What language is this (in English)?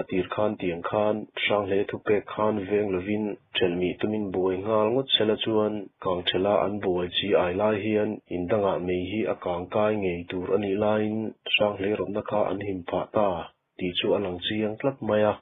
Mizo